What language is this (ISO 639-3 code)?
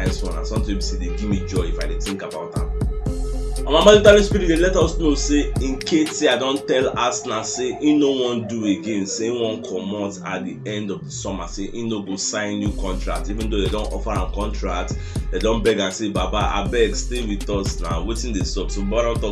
pcm